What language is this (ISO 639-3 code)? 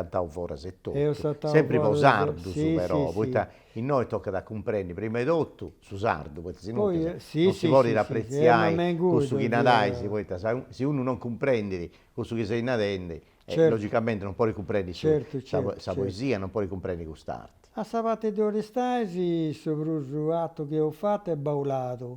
srd